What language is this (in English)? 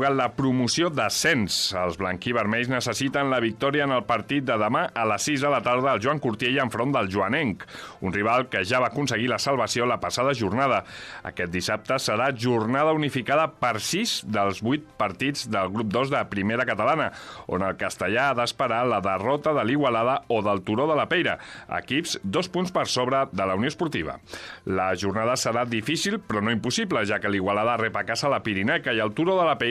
Catalan